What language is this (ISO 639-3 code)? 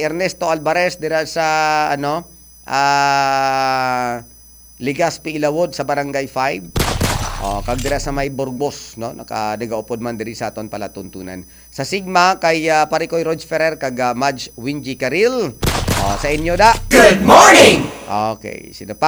hil